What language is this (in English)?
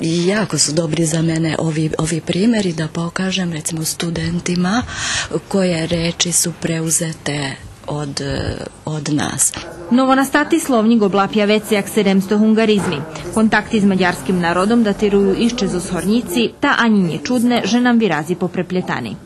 Rusyn